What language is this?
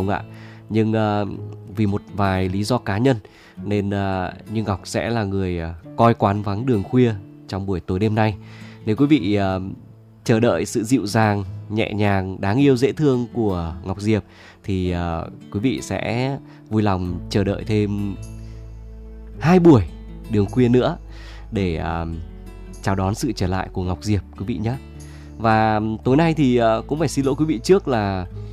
Vietnamese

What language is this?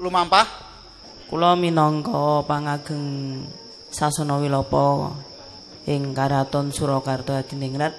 Javanese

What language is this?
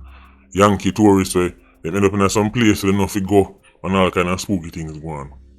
Jamaican Creole English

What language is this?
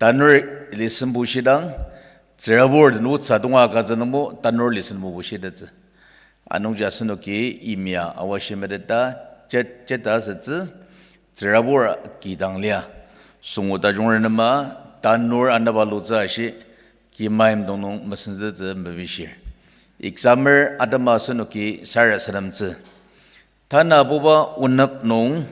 Ao Naga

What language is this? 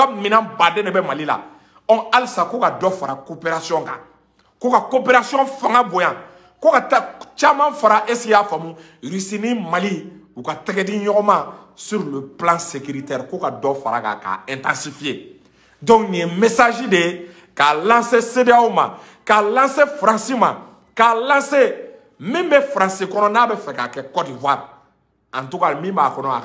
Bambara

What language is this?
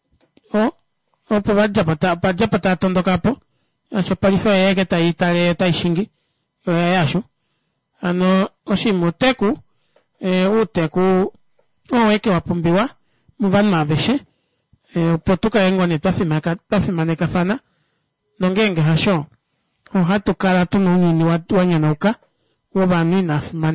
Kuanyama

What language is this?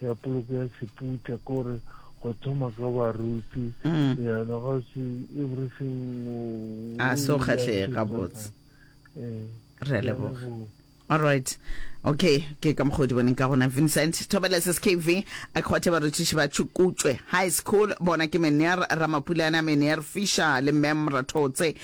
Northern Sotho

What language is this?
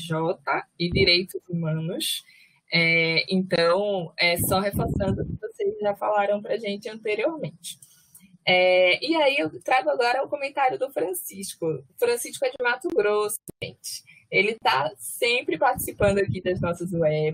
Portuguese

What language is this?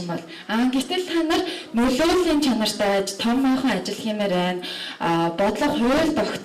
Mongolian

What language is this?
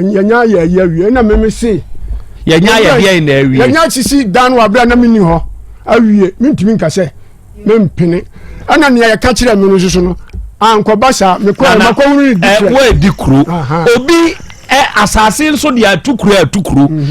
Akan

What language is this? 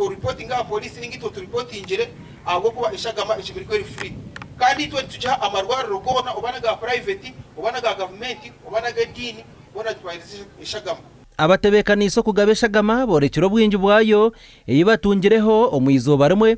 Nyankole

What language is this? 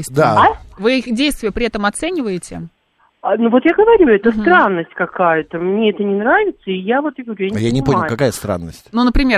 Russian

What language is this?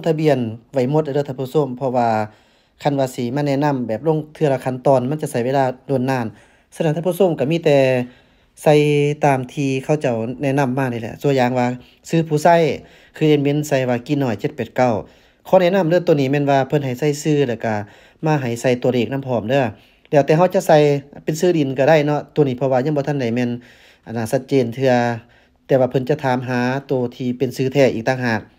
Lao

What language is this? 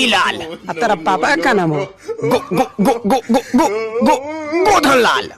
Maithili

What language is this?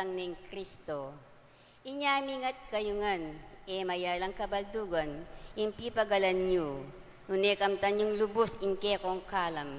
Pampanga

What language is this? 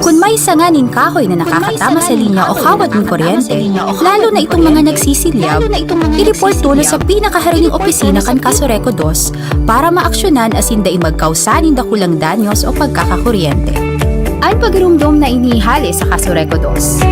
Bikol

